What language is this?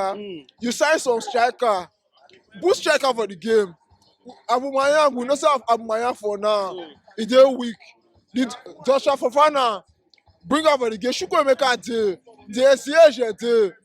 Nigerian Pidgin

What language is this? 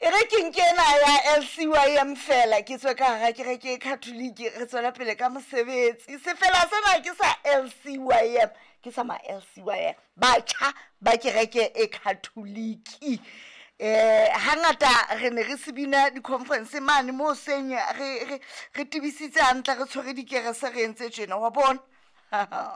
Southern Sotho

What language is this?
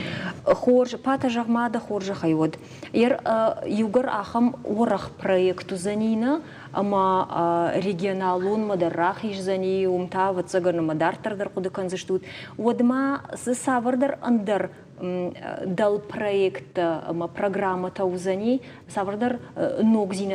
Ossetic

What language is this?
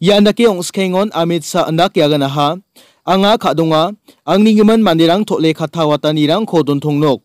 Garo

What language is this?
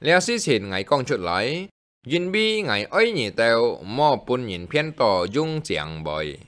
Hakka Chinese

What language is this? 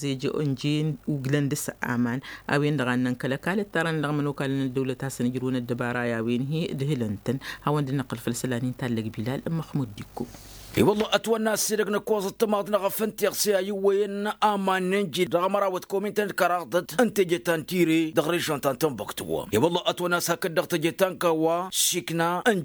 Tamasheq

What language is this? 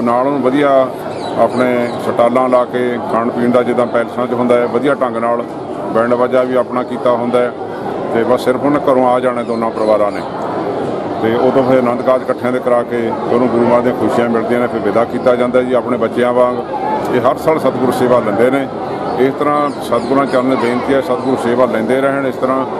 Punjabi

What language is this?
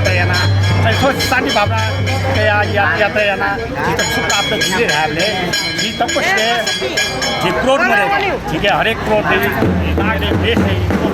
Newari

